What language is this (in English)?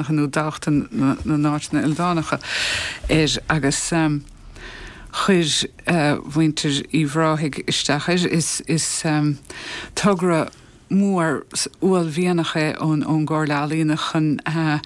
Irish